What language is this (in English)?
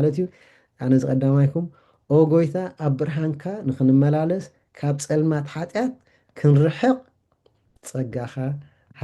Tigrinya